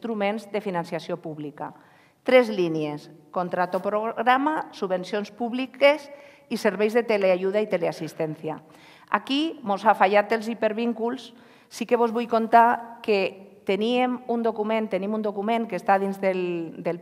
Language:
Catalan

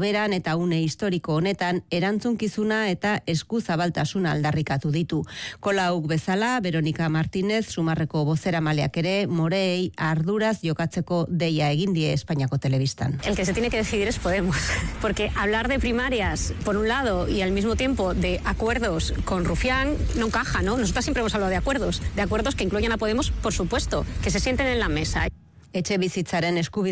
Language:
Basque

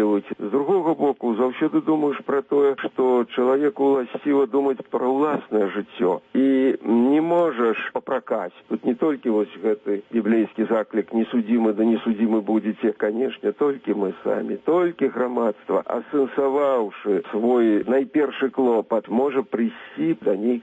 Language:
Belarusian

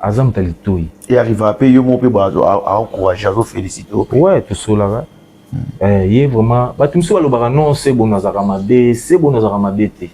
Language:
Lingala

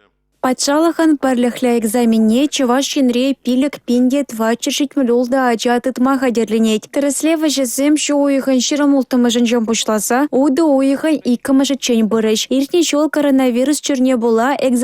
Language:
Chuvash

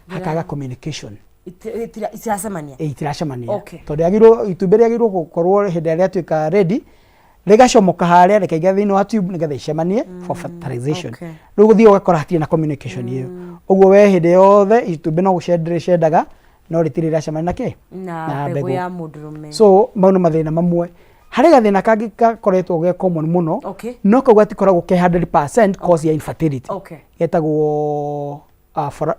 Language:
Kikuyu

